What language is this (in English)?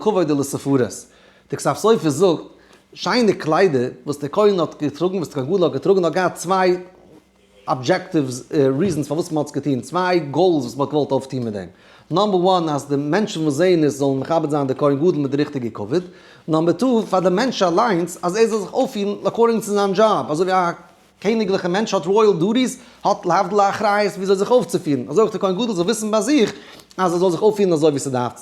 Yiddish